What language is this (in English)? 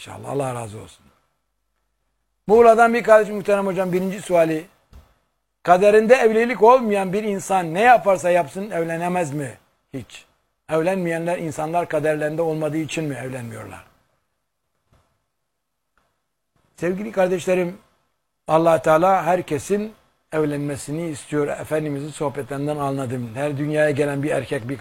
Turkish